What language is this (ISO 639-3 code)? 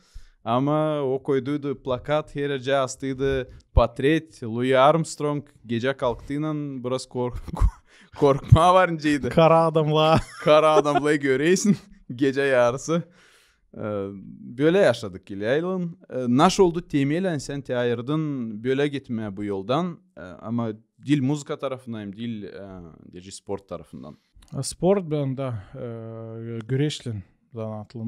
gag